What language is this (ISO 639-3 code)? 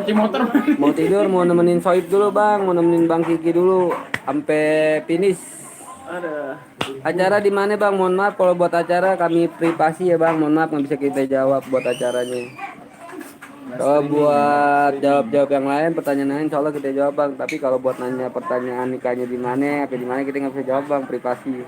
bew